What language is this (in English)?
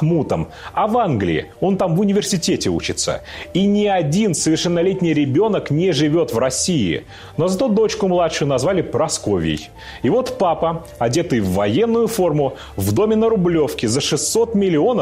Russian